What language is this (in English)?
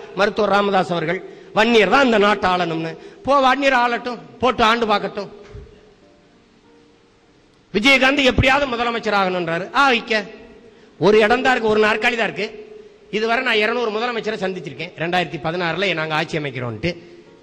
Tamil